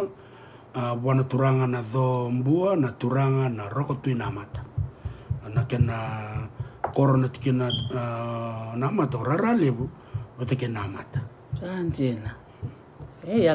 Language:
Fijian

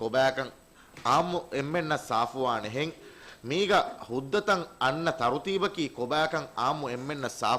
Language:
Divehi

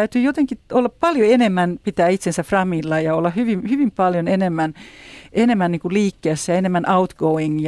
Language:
Finnish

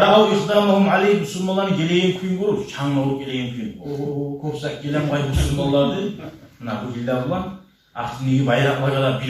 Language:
Kumyk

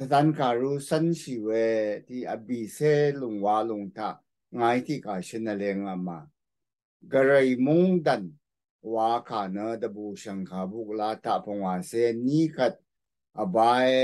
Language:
Rawang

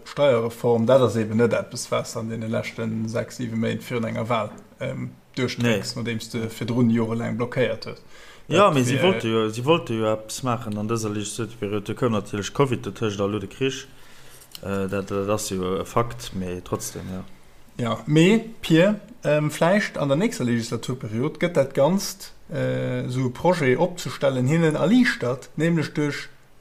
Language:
Luxembourgish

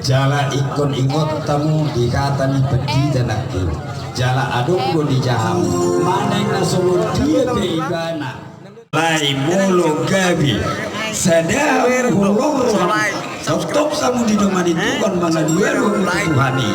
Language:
Batak Toba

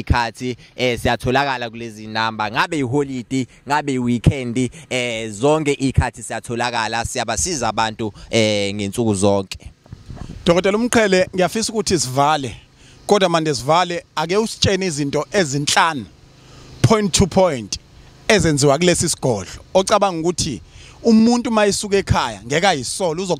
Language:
Zulu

